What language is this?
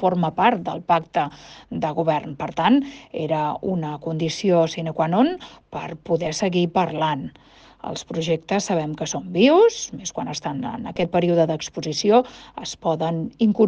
Catalan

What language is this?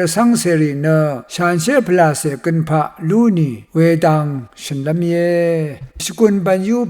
Rawang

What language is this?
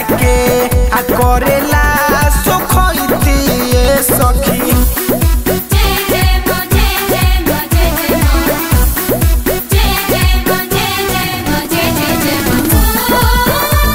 Bhojpuri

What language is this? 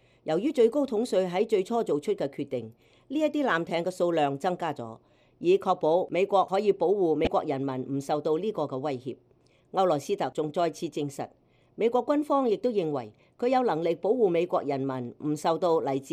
Cantonese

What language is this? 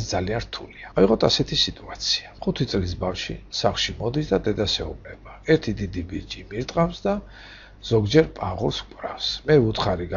Georgian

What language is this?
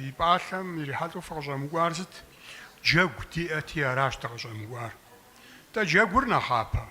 Kabardian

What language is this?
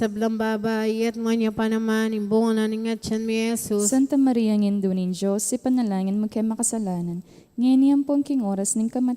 Pampanga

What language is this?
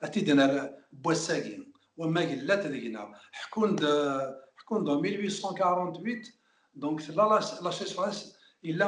Kabyle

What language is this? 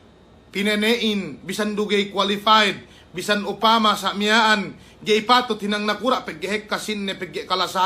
Yakan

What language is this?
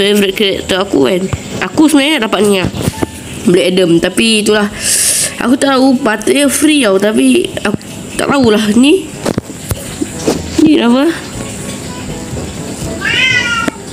Malay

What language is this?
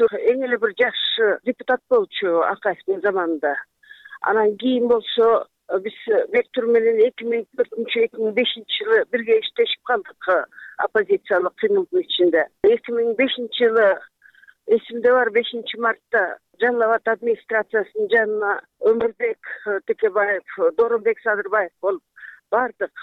Kyrgyz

